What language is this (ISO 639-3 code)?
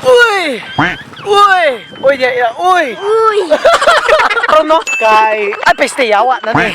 ceb